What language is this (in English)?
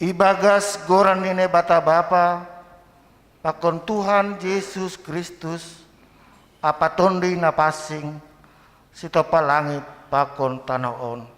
Batak Simalungun